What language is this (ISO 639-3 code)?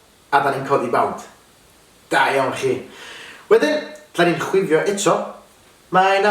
cym